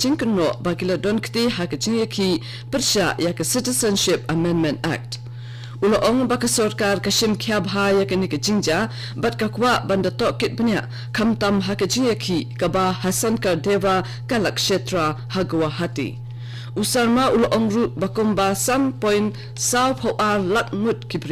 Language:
Khasi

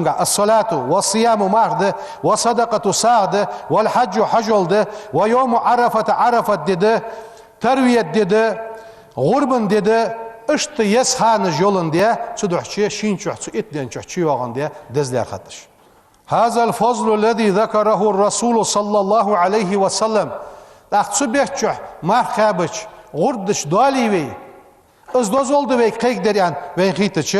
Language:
Ingush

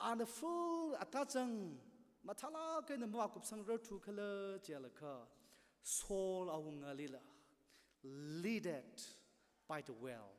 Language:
Tangkhul Naga (India)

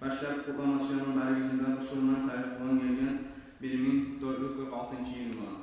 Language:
Kumyk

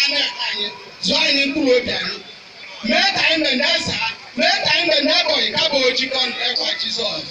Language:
Igbo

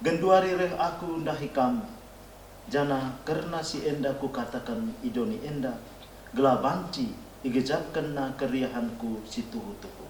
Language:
Batak Karo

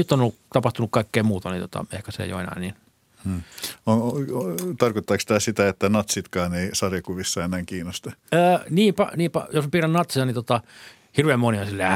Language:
Finnish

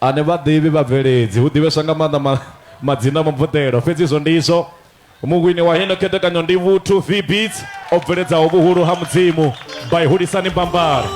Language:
Venda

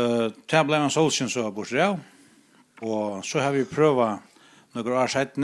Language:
Faroese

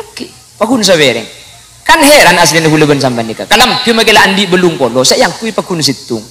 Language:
Madurese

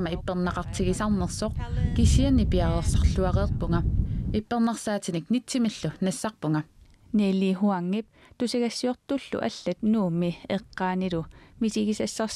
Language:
Kalaallisut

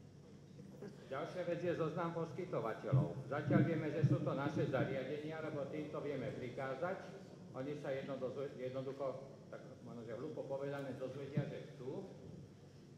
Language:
Slovak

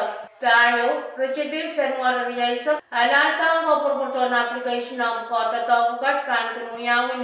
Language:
Pohnpeian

